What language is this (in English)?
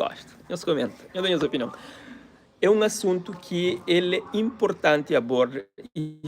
Kabuverdianu